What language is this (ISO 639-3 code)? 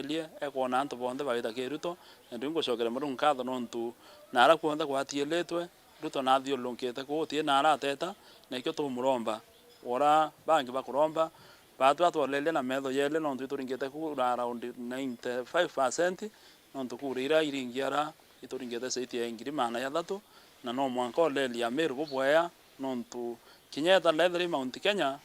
mer